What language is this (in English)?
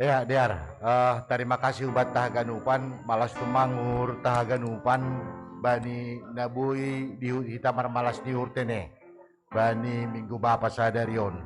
Batak Simalungun